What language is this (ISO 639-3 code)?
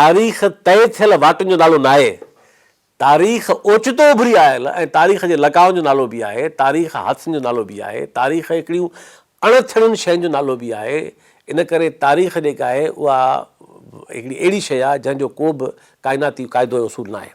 snd